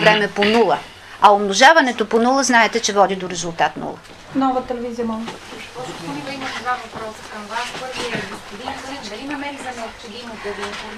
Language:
Bulgarian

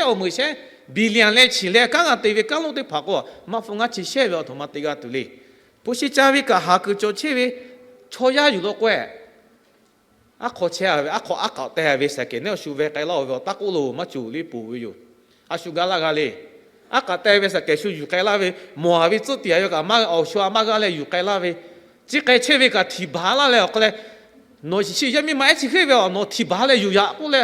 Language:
Lahu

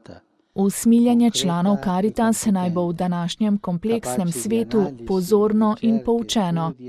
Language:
Slovenian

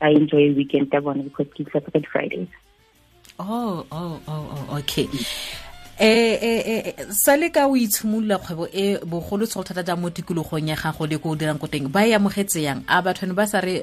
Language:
Tswana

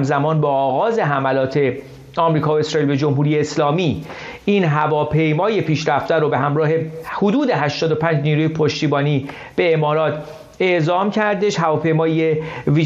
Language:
Persian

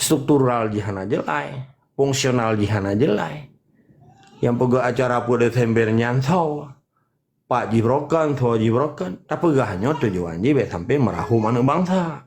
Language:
Achinese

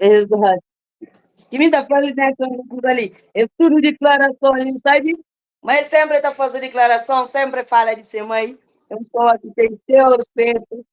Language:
Kabuverdianu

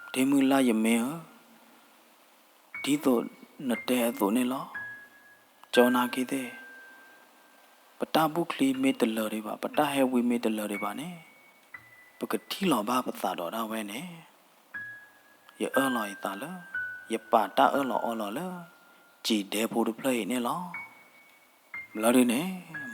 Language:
S'gaw Karen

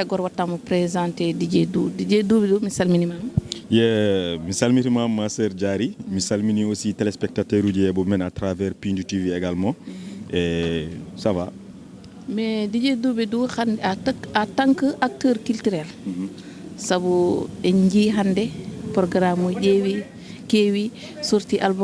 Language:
Fula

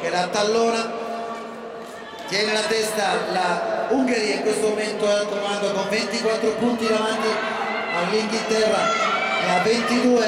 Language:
Italian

